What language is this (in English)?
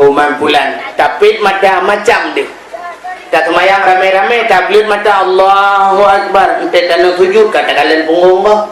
Achinese